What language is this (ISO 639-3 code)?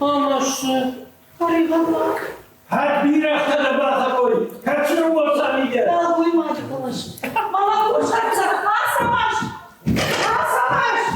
oss